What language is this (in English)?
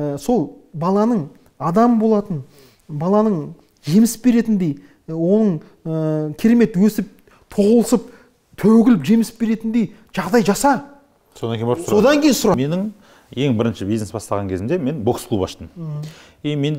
Kazakh